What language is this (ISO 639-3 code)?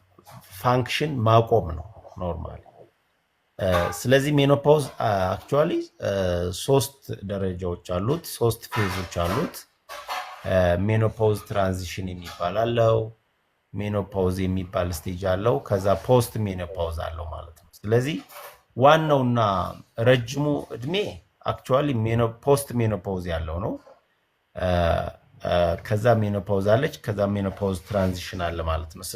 amh